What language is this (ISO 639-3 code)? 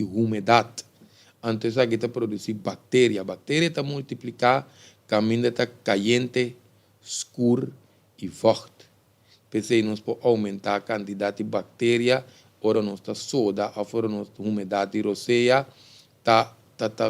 pap